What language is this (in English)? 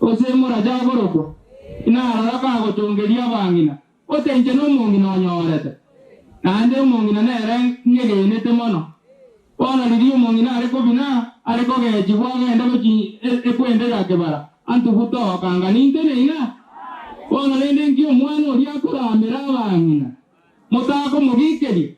Gusii